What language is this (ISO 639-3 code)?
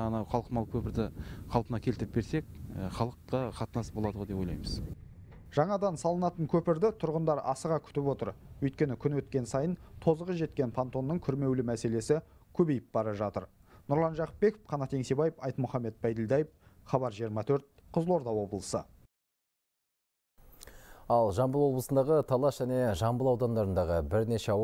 kaz